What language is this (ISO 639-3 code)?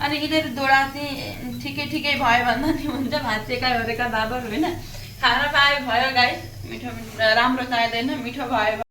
nep